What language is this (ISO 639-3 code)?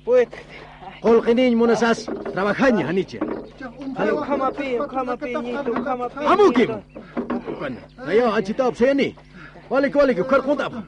aym